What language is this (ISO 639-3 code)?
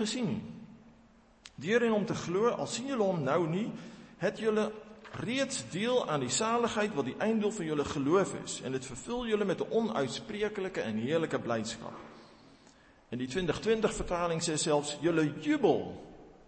afr